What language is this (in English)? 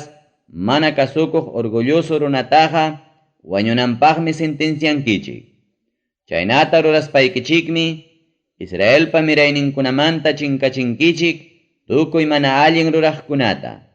Ayacucho Quechua